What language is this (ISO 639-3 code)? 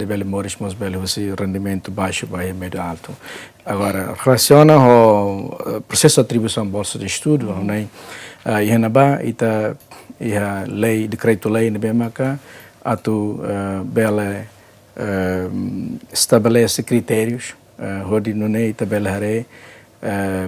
tet